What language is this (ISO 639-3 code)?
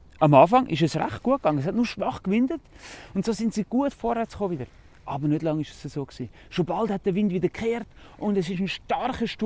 gsw